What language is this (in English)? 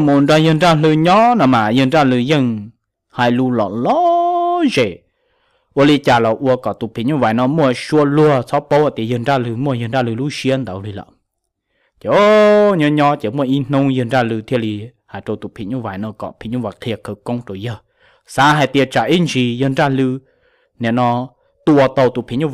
Hmong